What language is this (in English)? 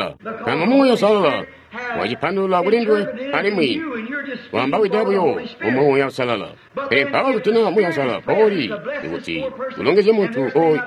Tonga (Zambia)